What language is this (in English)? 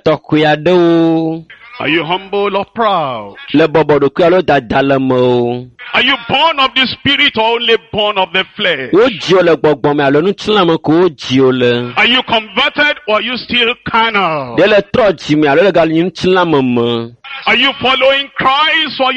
Ewe